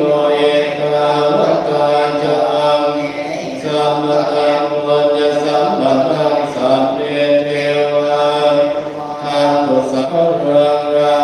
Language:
Pali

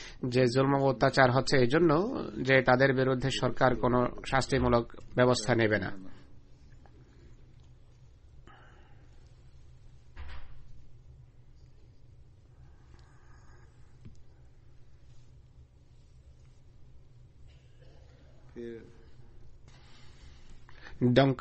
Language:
Bangla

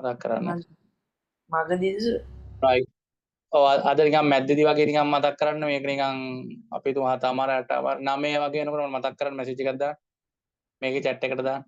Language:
Sinhala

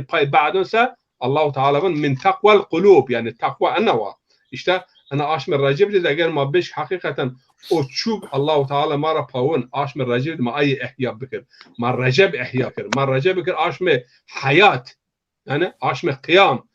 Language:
Zaza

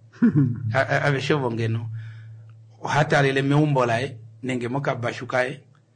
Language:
Kuanyama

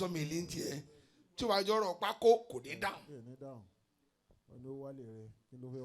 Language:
Yoruba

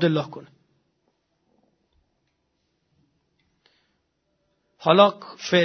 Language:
Persian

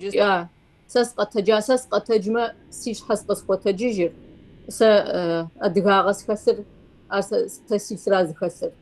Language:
Kabardian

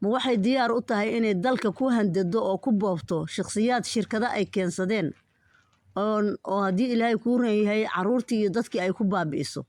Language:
Somali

